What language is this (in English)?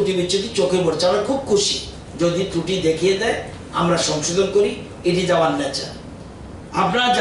Bangla